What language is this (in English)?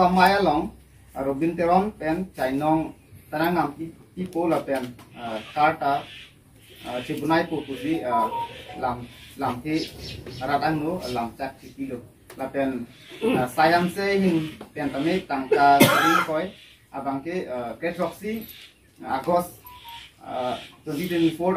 Karbi